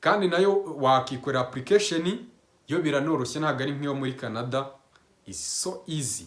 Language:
Kinyarwanda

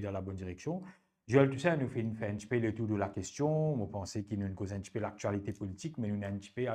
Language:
Morisyen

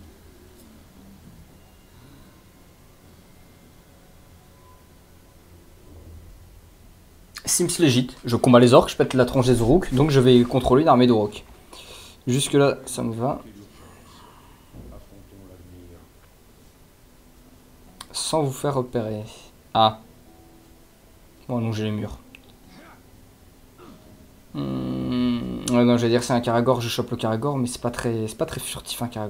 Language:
French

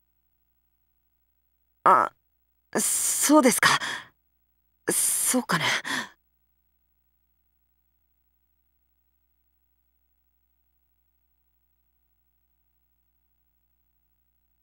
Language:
Japanese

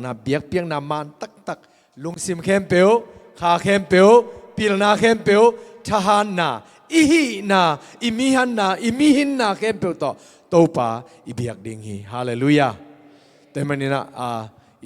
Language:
Tedim Chin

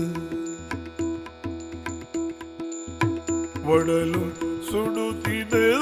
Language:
Kannada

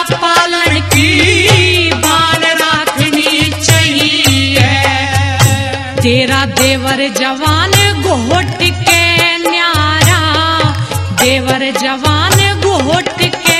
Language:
Haryanvi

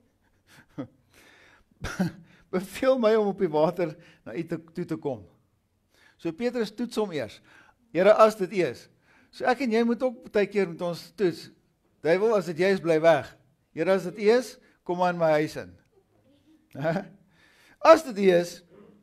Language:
Afrikaans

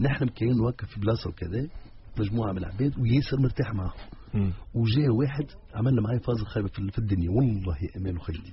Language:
Tunisian Arabic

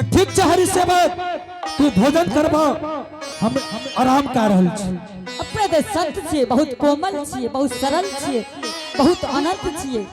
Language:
Angika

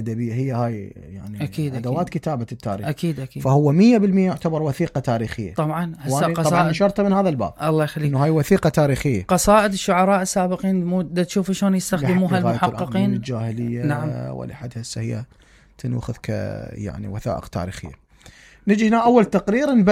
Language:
Mesopotamian Arabic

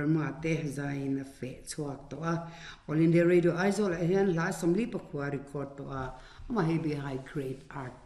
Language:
Mizo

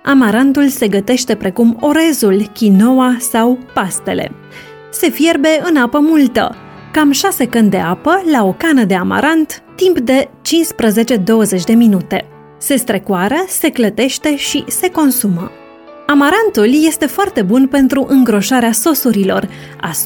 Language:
Romanian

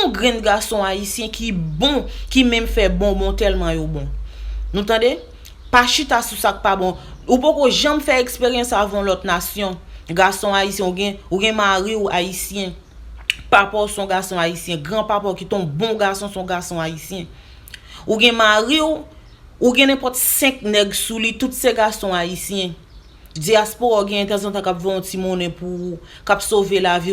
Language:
Haitian Creole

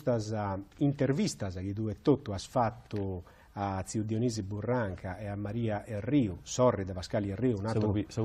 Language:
Sardinian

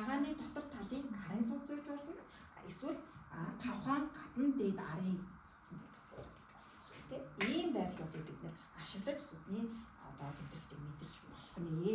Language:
Mongolian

